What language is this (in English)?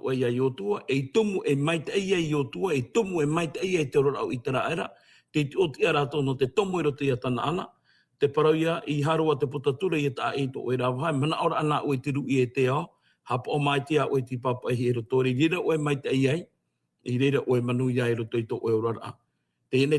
Tahitian